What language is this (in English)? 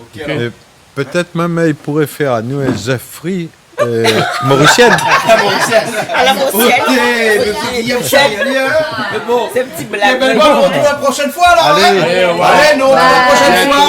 Réunion Creole French